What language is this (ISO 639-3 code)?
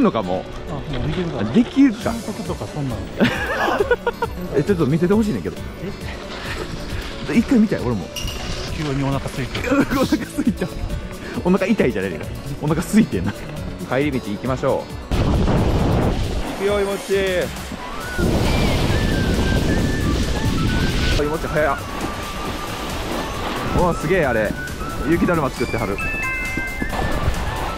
jpn